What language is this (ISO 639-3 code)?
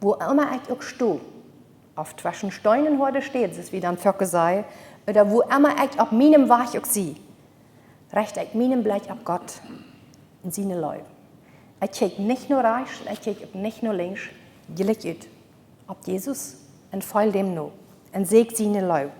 pdt